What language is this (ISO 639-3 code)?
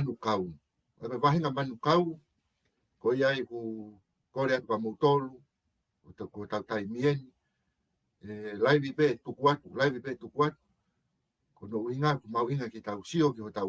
ton